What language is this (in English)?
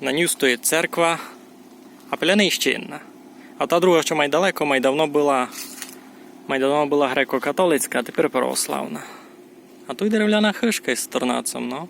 Rusyn